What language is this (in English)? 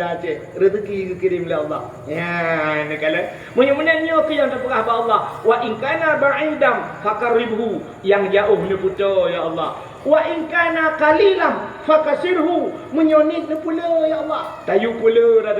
Achinese